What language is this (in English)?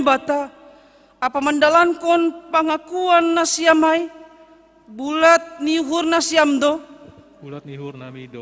Batak Simalungun